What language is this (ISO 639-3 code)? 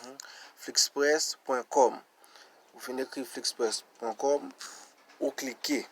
hat